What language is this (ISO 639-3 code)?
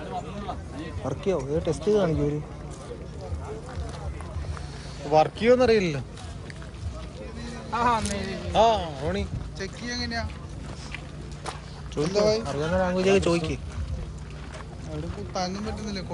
mal